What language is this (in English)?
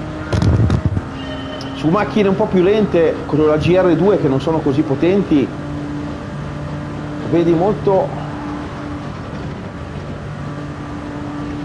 Italian